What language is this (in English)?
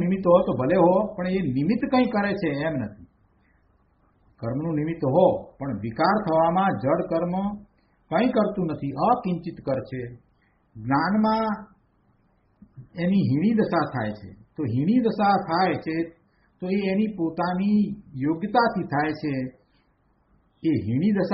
Gujarati